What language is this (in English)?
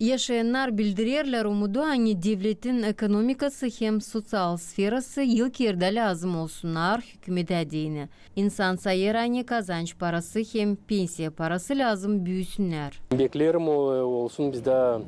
Gagauz